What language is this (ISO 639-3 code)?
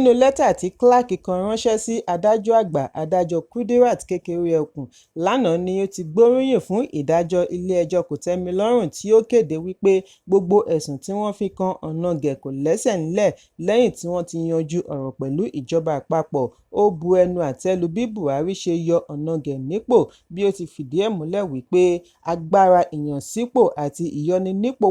yor